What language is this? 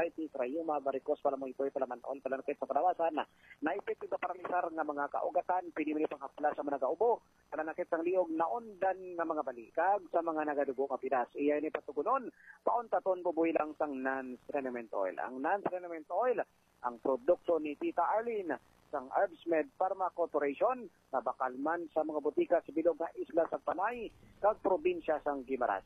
Hiligaynon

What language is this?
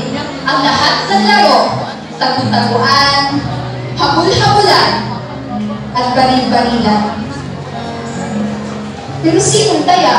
Filipino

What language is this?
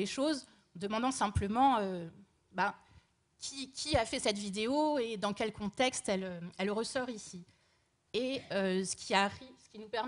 French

